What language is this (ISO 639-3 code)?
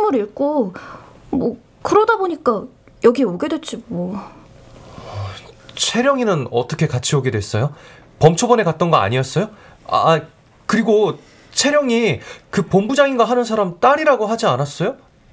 kor